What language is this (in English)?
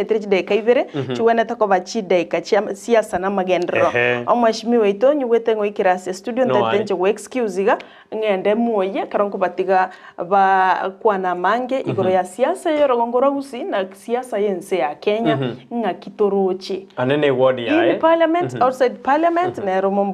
Gusii